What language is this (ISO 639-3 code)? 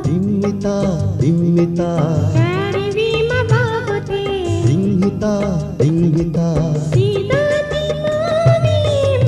div